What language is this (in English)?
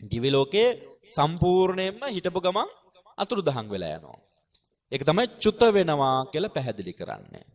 Sinhala